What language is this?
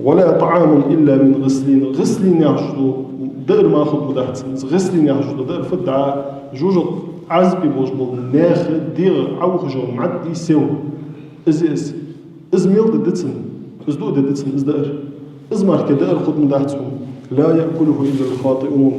Ingush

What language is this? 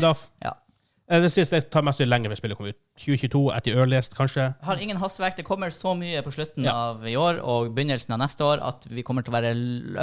Norwegian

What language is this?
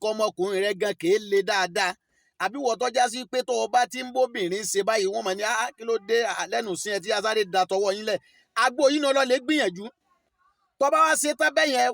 Yoruba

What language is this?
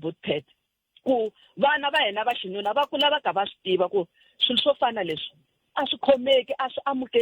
Tsonga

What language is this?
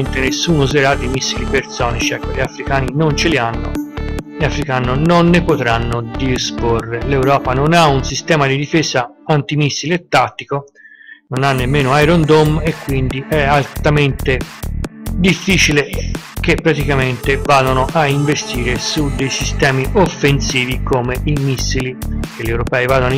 Italian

